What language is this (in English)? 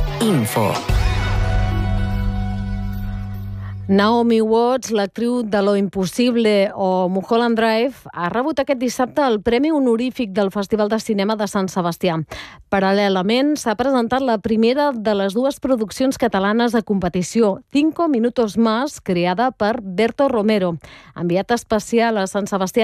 Catalan